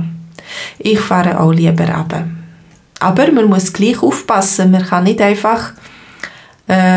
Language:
Swiss German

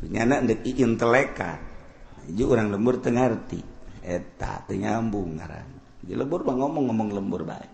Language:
Sundanese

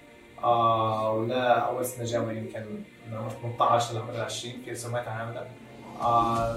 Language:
North Levantine Arabic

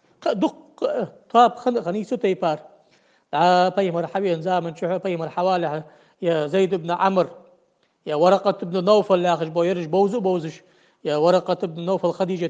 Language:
Ingush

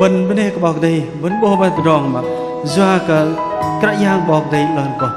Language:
Bahnar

